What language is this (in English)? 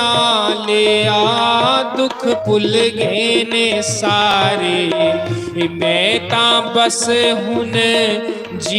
Dogri